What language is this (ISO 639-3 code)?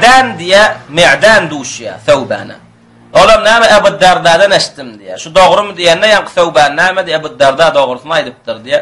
tuk